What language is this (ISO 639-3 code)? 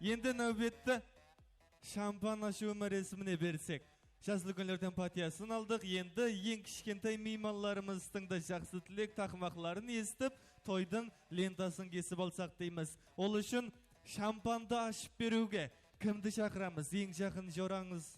kaa